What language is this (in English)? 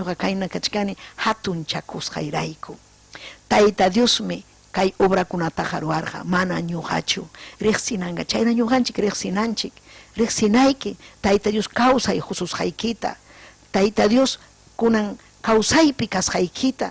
Ayacucho Quechua